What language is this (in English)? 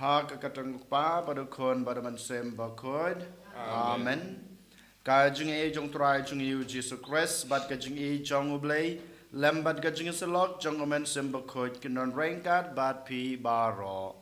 Khasi